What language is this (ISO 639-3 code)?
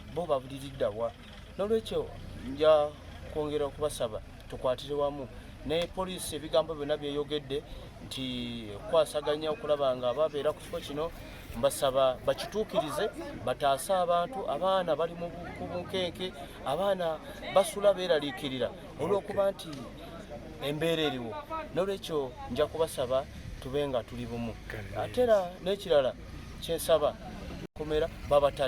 lug